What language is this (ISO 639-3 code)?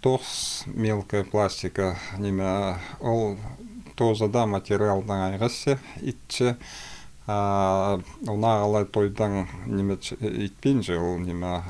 kjh